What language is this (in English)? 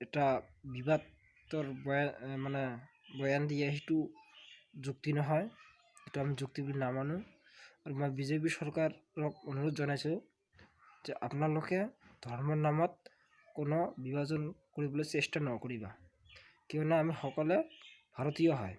Assamese